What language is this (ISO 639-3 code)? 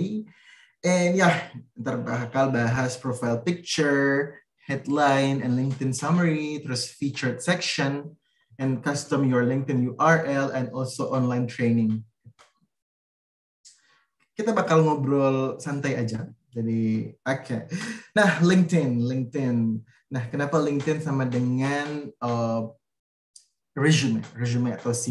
ind